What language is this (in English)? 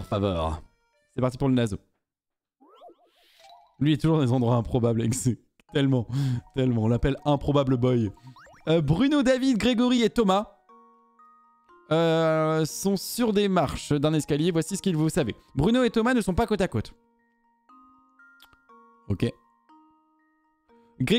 French